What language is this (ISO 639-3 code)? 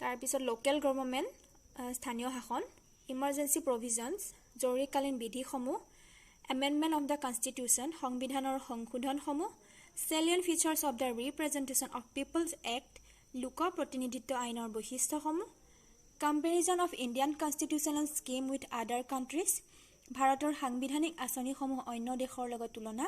asm